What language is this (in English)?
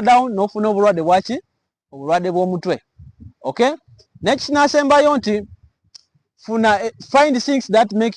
Ganda